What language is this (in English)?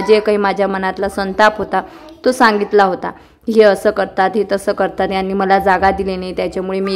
Marathi